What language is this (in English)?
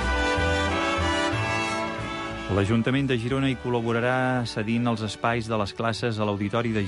Catalan